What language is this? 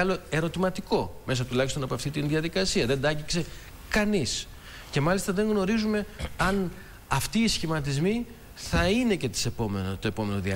Greek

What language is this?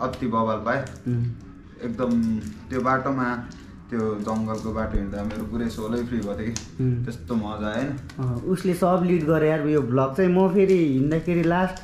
Nepali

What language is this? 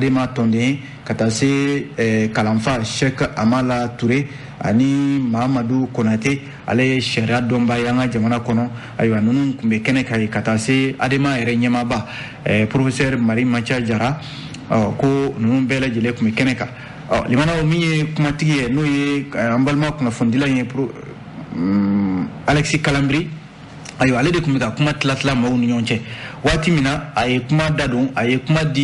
Bambara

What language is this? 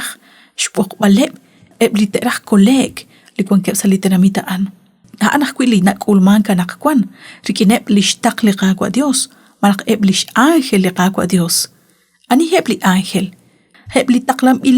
Kekchí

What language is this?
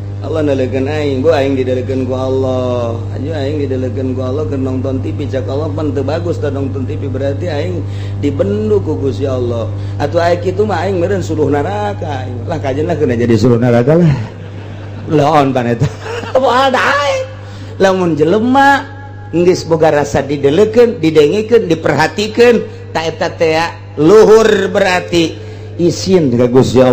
Sundanese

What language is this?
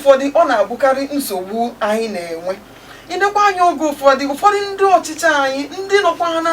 Igbo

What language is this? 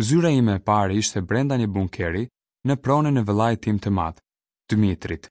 Albanian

